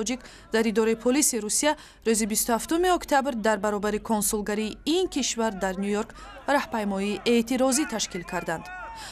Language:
Tajik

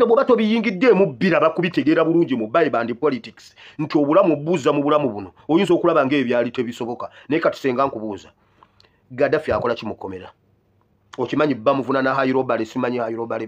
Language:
Ganda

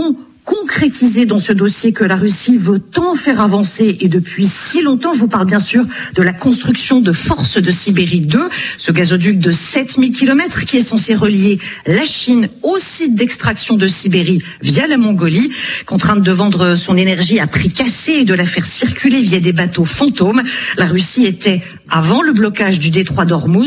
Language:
French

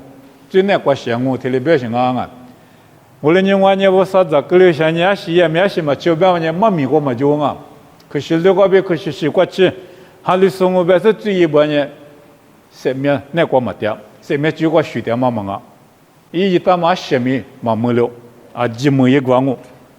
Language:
Lisu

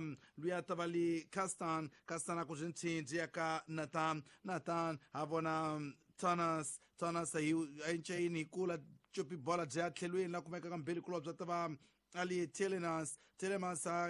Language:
Tsonga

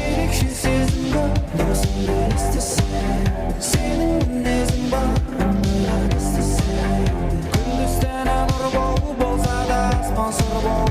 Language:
Kara-Kalpak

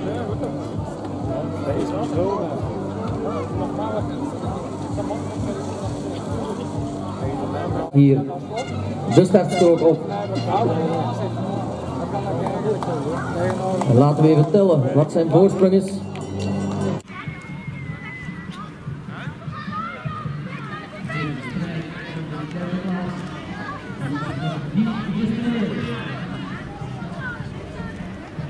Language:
Dutch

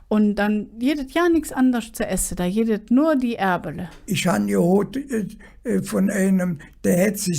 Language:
Colognian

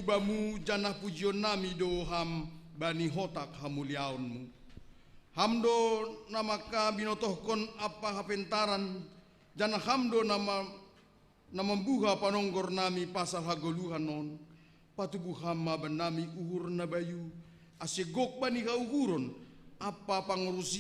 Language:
Batak Simalungun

